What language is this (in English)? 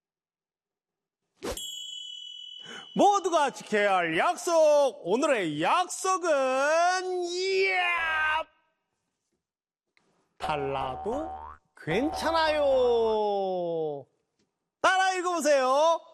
Korean